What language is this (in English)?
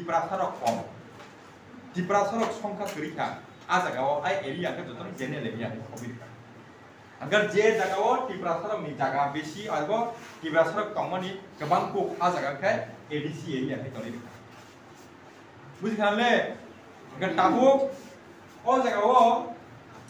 Kok Borok